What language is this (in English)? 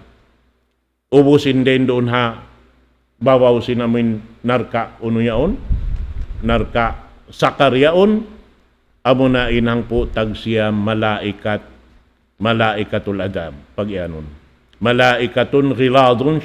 Tausug